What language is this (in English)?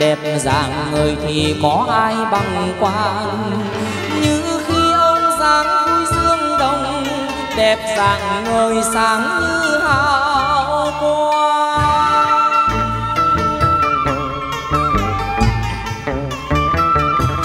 Vietnamese